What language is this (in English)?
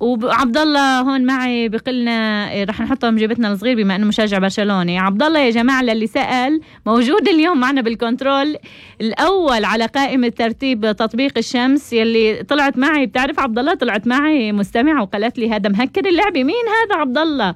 North Levantine Arabic